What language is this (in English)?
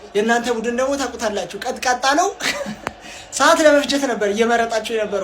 Amharic